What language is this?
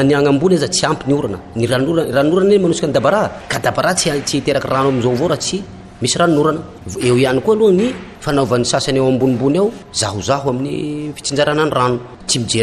Malagasy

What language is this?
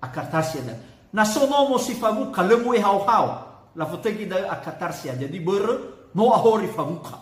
Nias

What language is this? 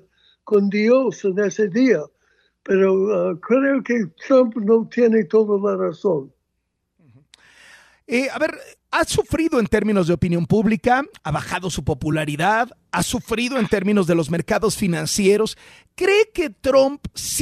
Spanish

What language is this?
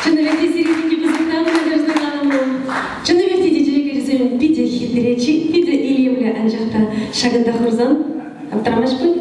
Chuvash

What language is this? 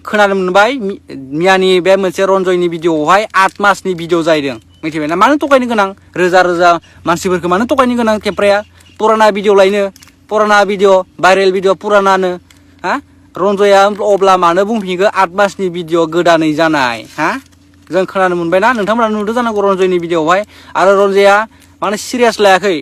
Bodo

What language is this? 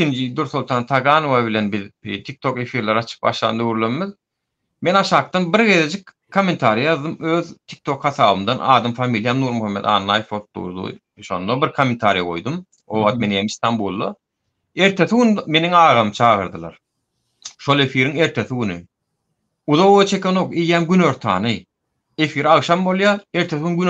Turkmen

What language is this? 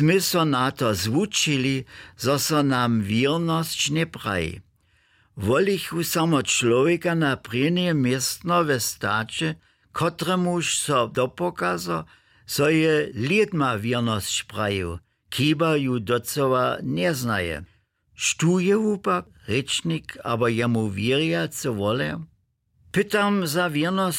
Upper Sorbian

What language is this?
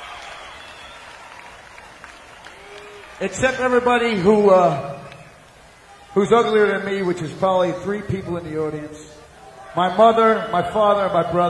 English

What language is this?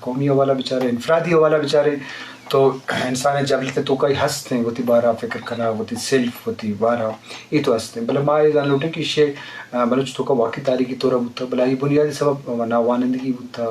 Eastern Balochi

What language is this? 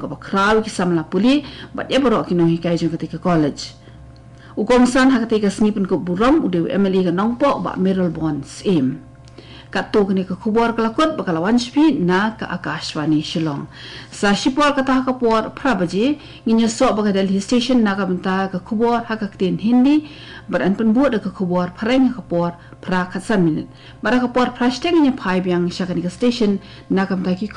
Khasi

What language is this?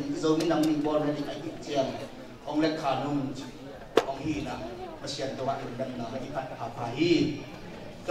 Tedim Chin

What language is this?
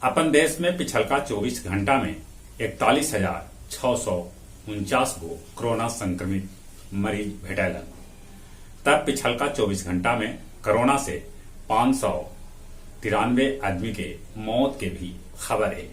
Magahi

